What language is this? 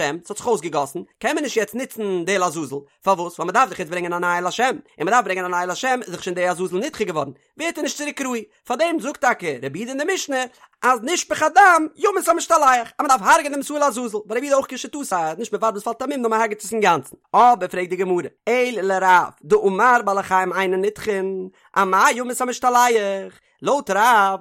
Yiddish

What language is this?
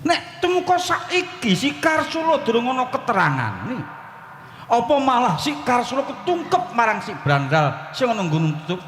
Javanese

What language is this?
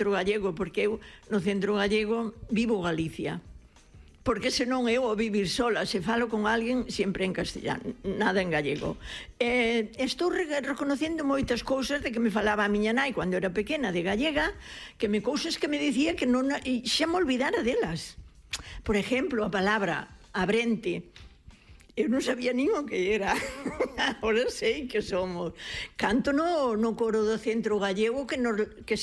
Galician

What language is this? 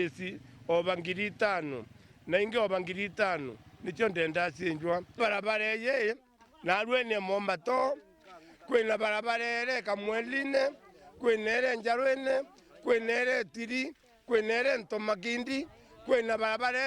Meru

